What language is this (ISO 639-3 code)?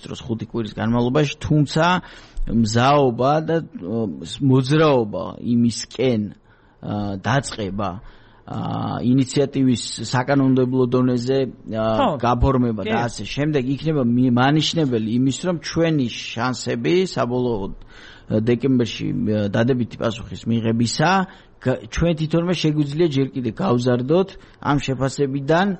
kat